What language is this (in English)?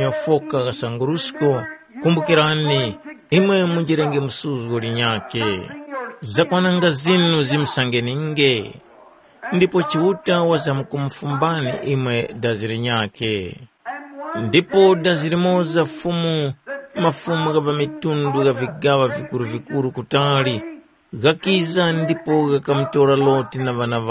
Tumbuka